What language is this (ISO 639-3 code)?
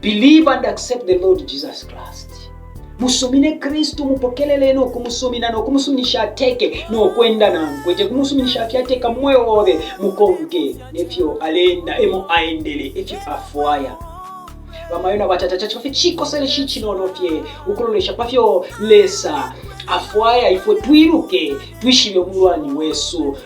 bem